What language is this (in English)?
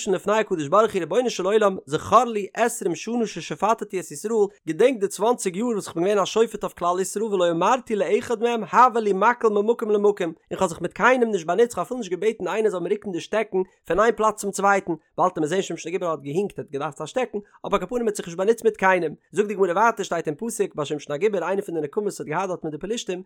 Yiddish